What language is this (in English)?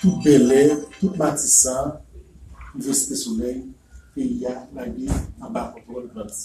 Haitian Creole